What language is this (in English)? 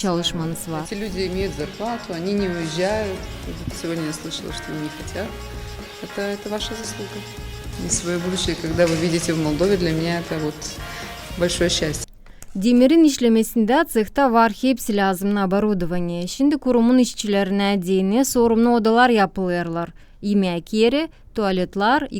Gagauz